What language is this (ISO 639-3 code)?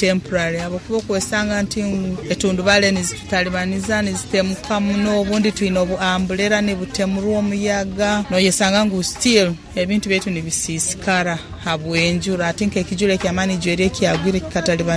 nyo